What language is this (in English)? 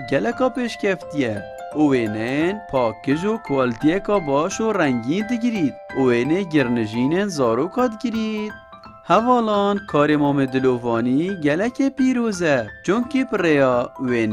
Kurdish